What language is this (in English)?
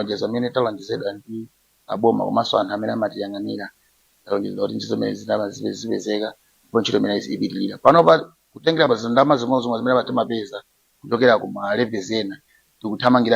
Nyanja